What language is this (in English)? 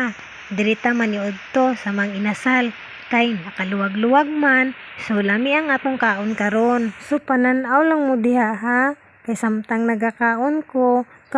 Cebuano